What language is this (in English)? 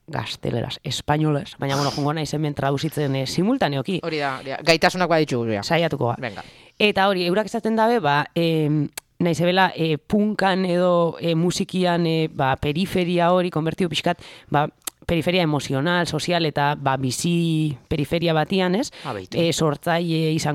Basque